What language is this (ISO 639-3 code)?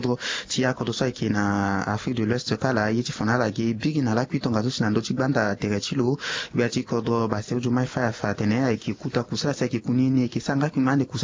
sag